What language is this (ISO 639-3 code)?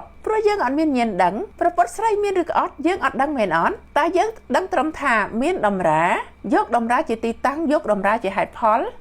khm